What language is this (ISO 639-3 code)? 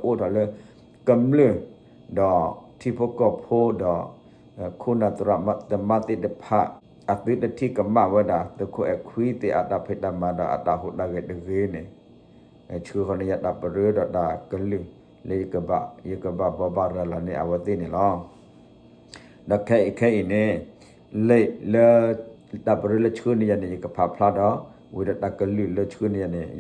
ksw